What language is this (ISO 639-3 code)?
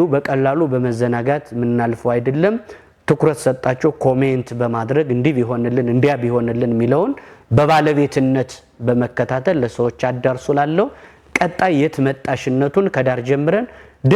amh